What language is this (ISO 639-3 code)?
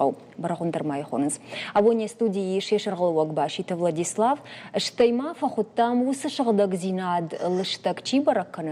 oss